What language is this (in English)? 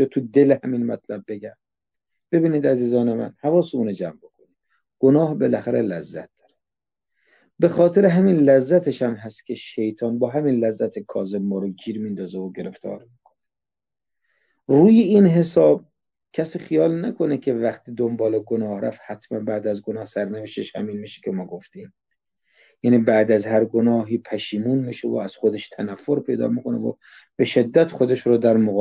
Persian